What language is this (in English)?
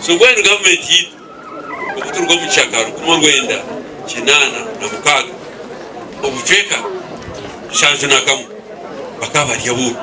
Nyankole